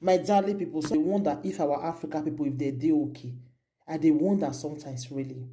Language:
Nigerian Pidgin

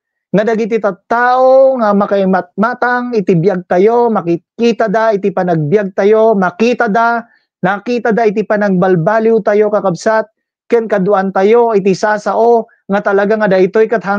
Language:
Iloko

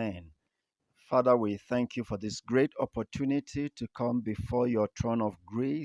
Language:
Berom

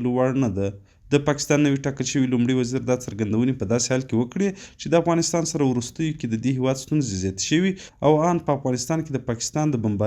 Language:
Pashto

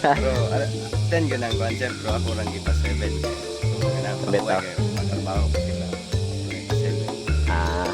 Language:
Cebuano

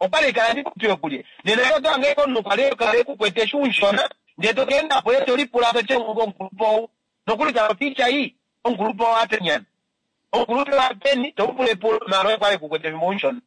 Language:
Kuanyama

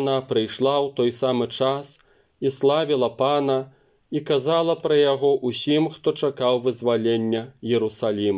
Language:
Belarusian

